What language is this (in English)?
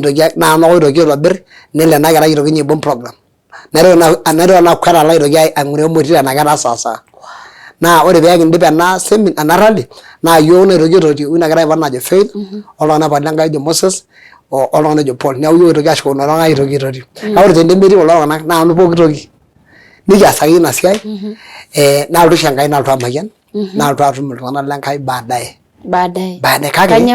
Masai